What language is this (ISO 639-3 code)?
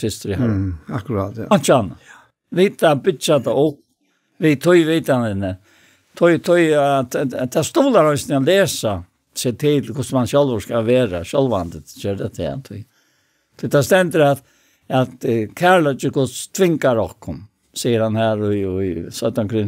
fao